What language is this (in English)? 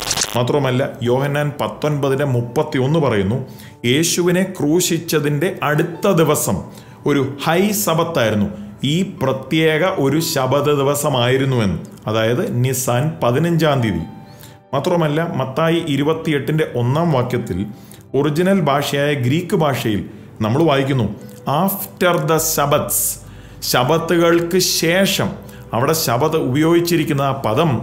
Malayalam